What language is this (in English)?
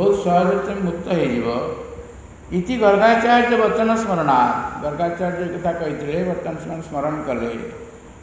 Odia